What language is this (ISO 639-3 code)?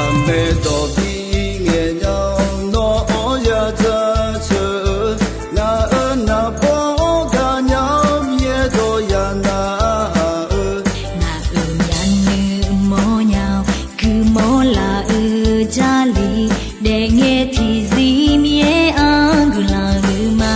ahk